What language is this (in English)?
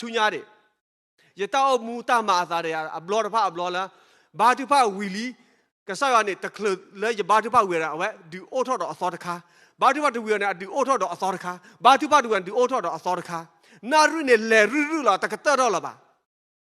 S'gaw Karen